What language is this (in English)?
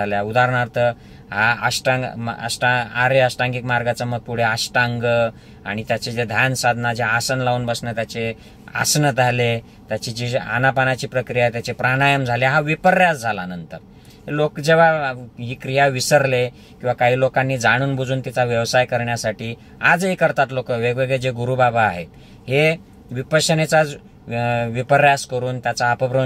Marathi